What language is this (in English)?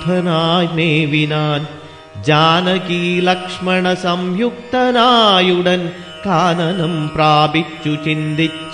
Malayalam